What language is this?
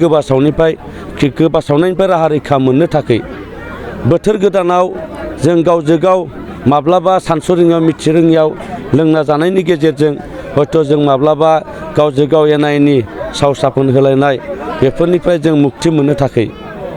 Bodo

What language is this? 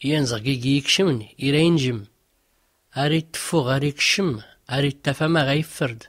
Tachelhit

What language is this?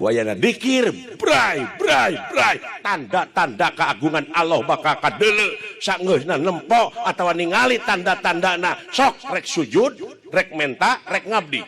Sundanese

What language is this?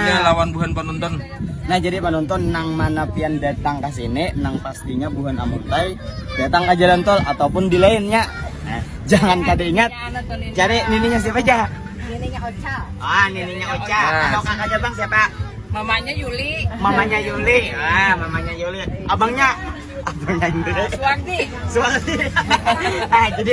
Banjar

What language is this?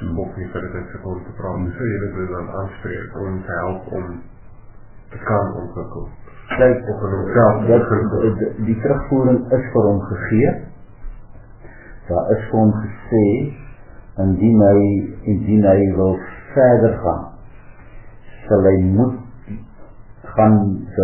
Afrikaans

